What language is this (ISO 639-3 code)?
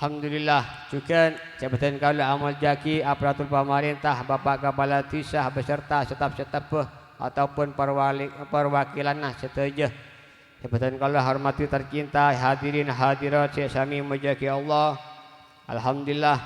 mad